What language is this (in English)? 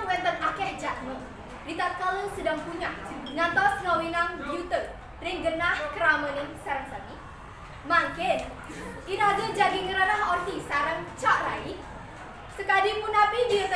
Balinese